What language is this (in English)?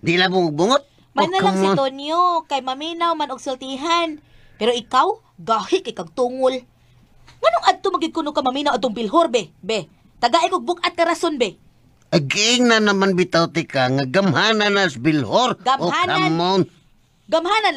Cebuano